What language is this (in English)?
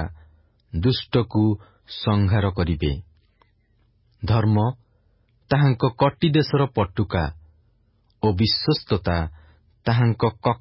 Odia